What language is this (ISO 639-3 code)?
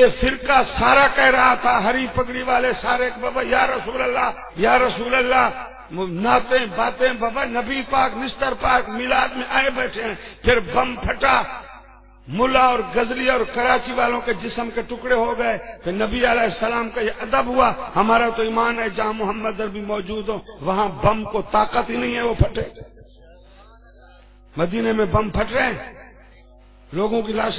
urd